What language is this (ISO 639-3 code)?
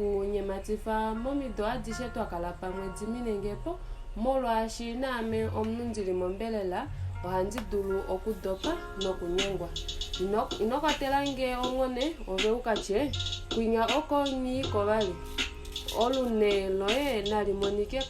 kua